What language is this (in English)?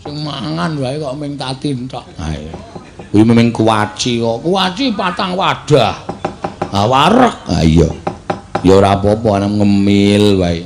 Javanese